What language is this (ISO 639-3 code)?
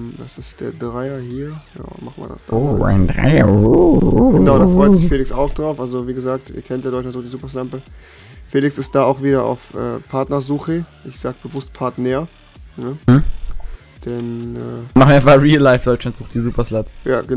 deu